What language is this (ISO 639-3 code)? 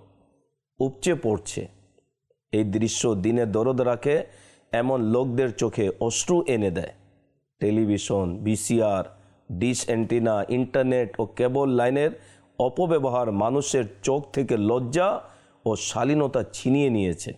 ben